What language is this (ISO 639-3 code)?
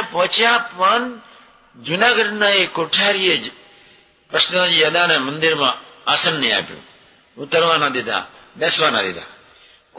guj